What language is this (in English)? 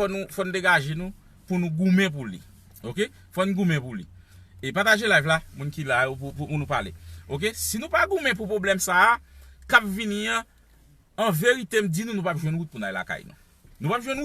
Haitian Creole